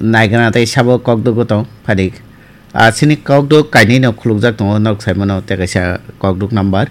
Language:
Kok Borok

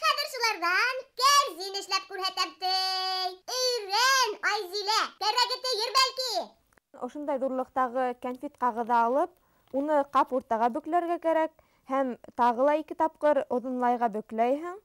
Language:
Bashkir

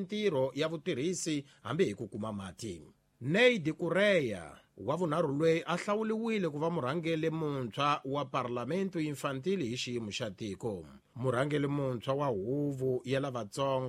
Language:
Tsonga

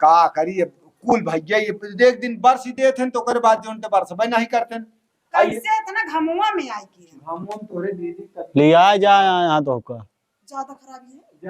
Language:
Awadhi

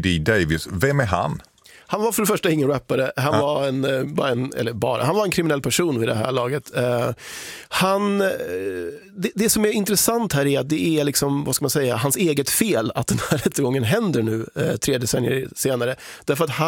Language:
Swedish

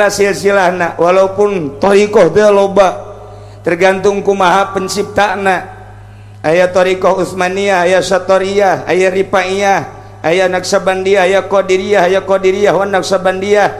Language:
Sundanese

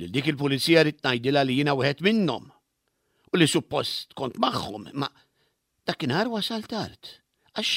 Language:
Maltese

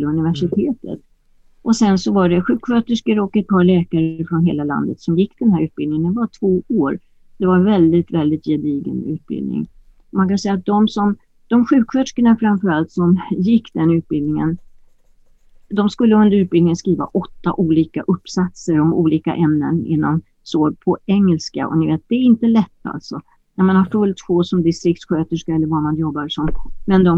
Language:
Swedish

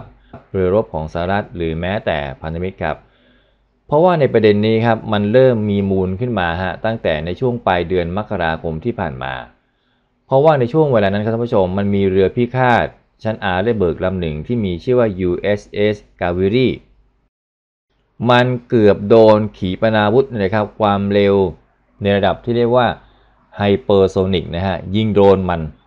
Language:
Thai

